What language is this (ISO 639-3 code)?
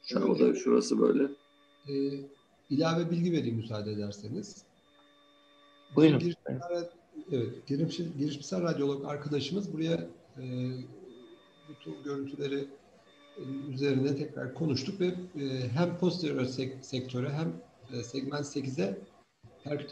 tur